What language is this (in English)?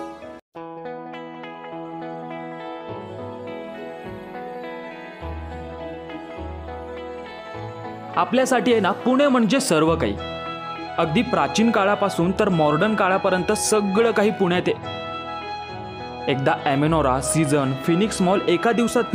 Marathi